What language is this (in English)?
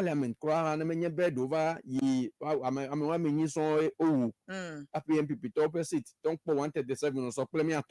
Ewe